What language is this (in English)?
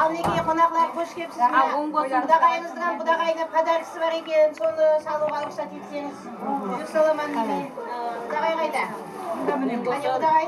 Kara-Kalpak